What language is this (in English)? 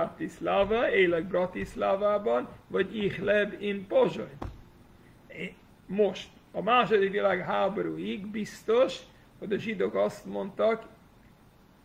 Hungarian